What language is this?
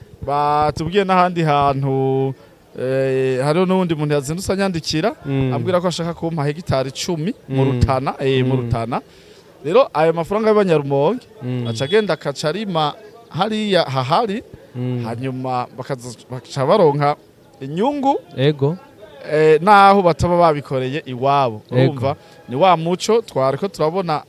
Rundi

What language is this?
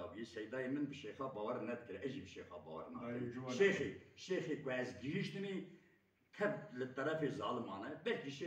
Kurdish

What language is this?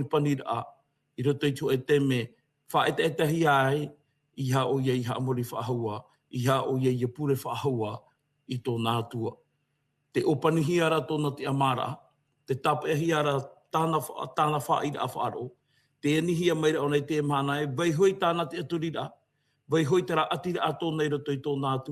Tahitian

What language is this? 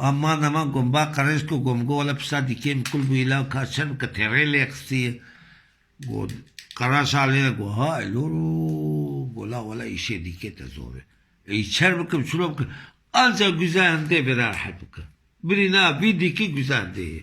Kurdish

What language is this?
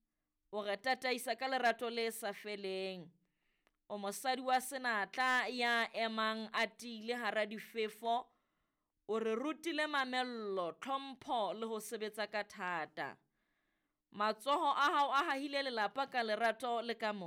Southern Sotho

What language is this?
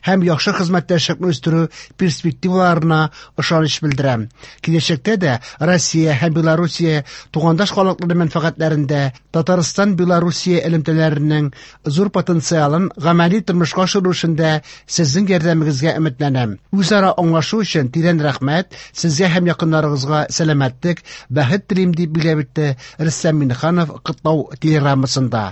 Tatar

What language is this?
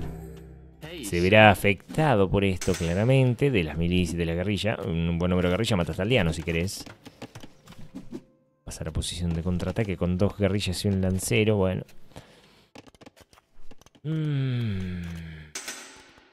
Spanish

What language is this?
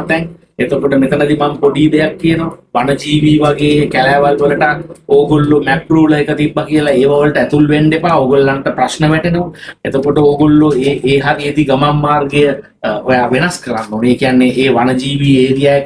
Sinhala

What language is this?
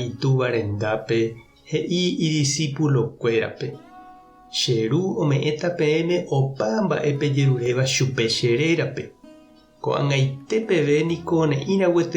Guarani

